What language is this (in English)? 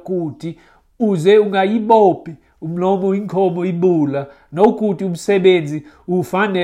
Xhosa